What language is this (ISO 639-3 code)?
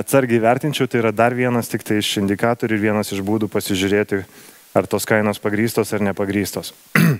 lit